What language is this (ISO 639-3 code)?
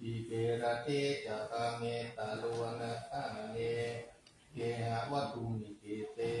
pli